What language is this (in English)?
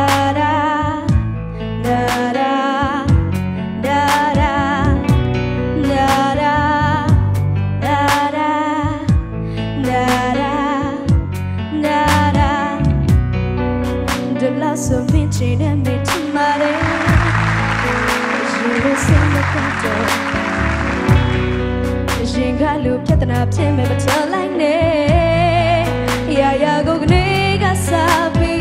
Burmese